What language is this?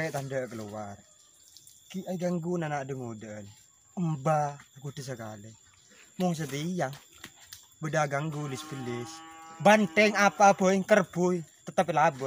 Madurese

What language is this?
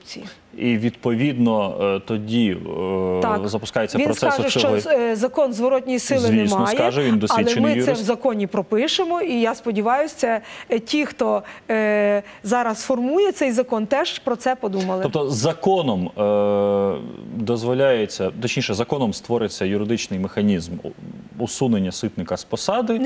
Ukrainian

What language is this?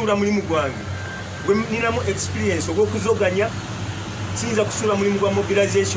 Ganda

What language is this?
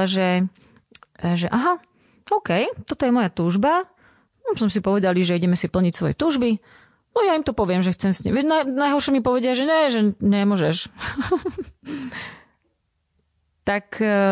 Slovak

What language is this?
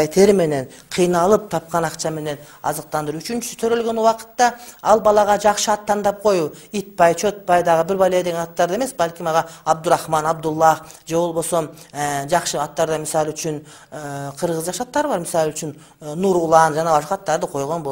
Kyrgyz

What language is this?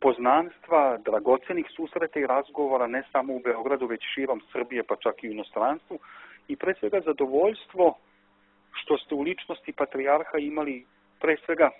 Serbian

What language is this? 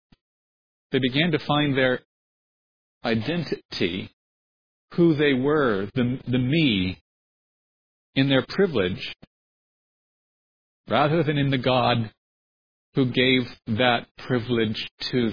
English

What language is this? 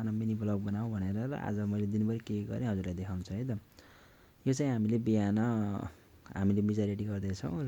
Nepali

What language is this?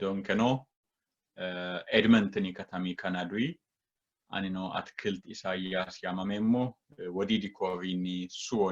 Sidamo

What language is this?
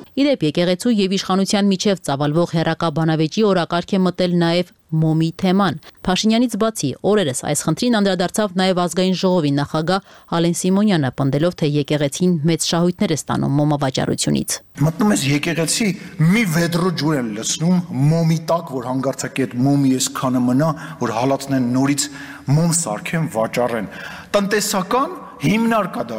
Armenian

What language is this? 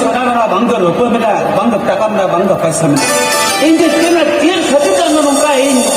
Santali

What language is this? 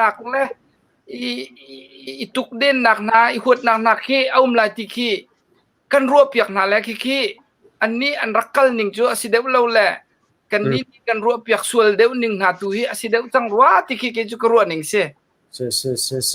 Hakha Chin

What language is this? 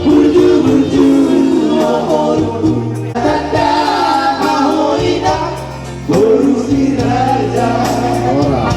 Batak Toba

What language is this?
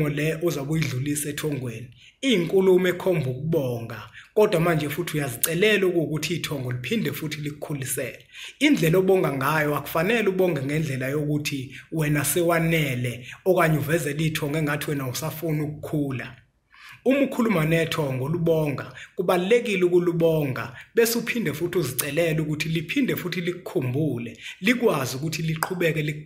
Zulu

